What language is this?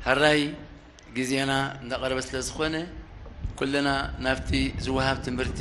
Tigrinya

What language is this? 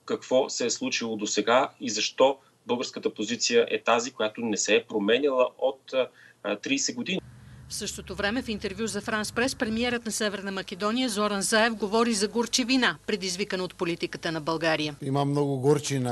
Bulgarian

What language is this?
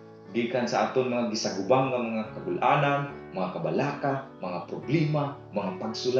Cebuano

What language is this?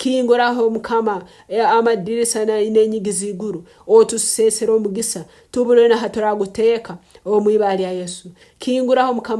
Nyankole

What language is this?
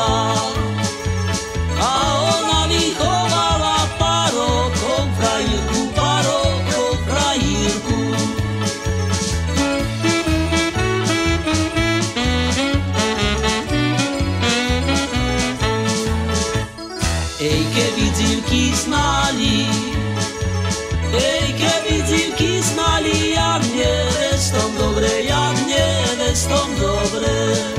Slovak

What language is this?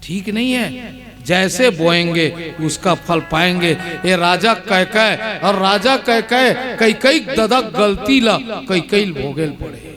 Chhattisgarhi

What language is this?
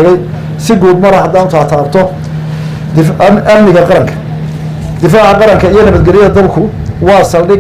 Somali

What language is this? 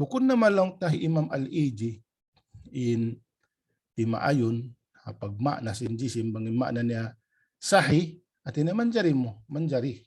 Tausug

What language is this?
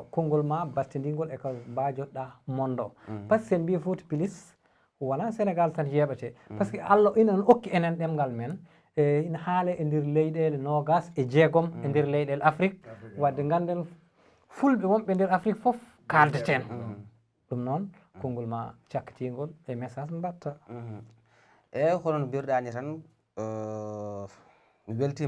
Fula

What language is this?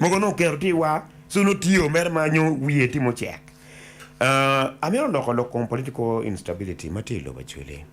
Acoli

